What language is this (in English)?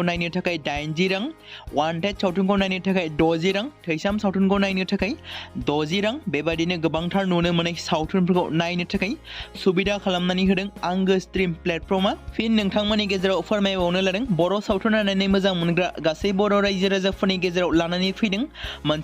Bodo